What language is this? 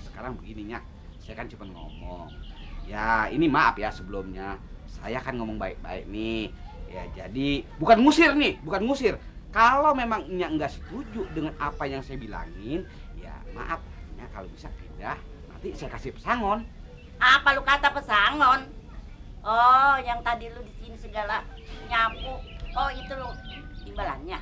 Betawi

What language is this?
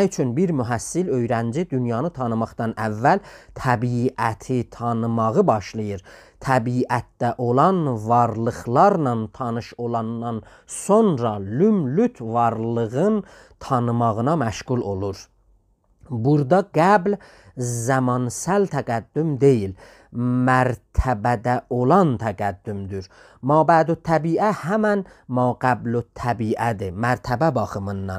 South Azerbaijani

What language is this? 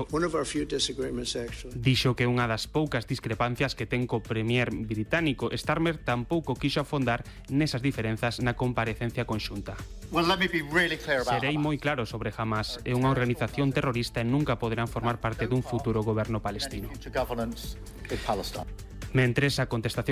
Galician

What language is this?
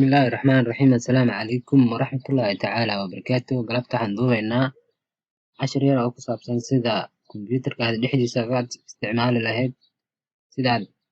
Somali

